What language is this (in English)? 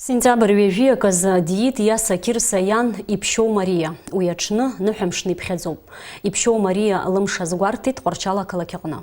Abkhazian